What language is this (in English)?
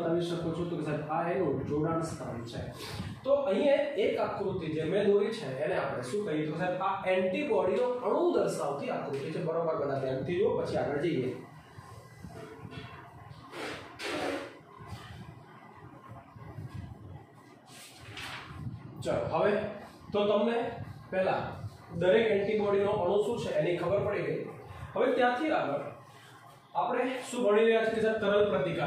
Gujarati